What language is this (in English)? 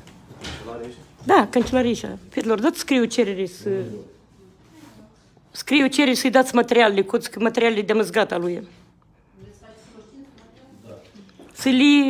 Romanian